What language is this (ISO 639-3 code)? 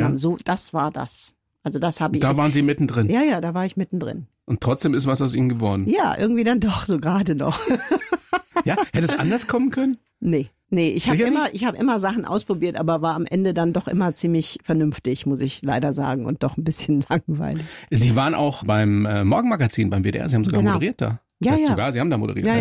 deu